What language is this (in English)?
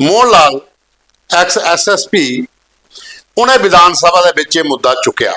Dogri